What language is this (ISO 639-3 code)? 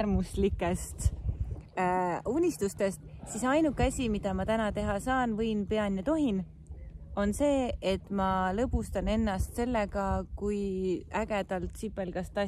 est